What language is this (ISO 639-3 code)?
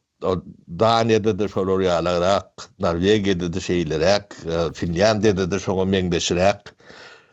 tuk